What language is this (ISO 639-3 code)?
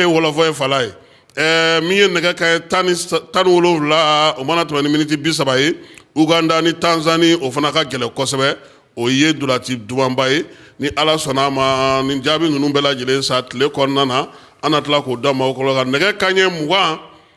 bam